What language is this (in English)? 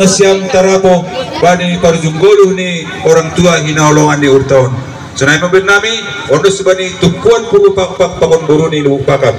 Batak Toba